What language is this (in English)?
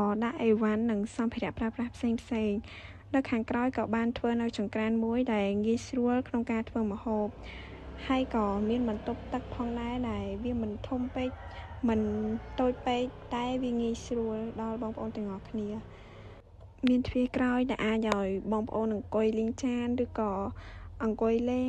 Khmer